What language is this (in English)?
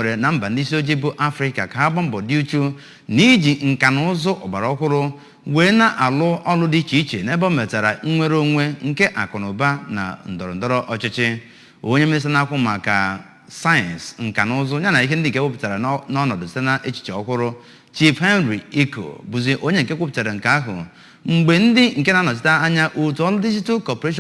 Igbo